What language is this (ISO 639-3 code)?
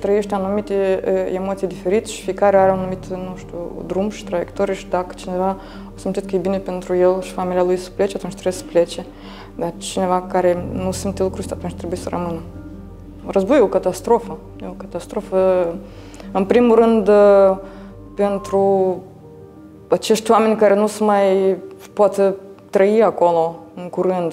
ron